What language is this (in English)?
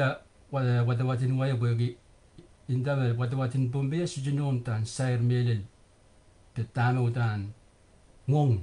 Pohnpeian